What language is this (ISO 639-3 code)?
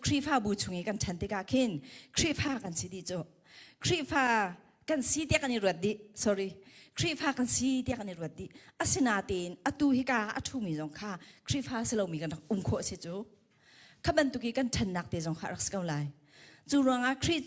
cnh